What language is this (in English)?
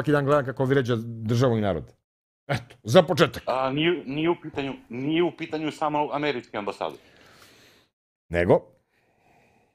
Serbian